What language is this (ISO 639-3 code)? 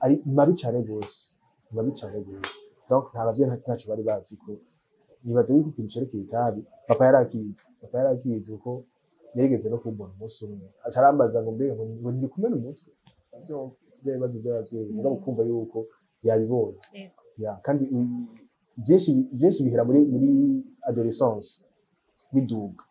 run